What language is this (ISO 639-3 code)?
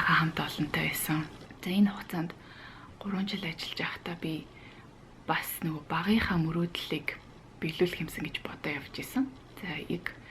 mon